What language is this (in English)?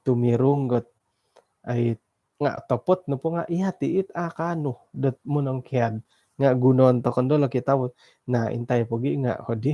Central Dusun